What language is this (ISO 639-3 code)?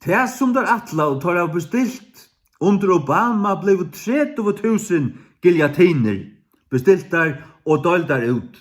fao